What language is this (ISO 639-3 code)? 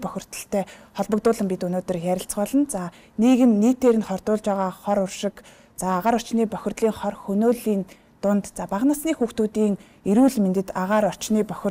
mon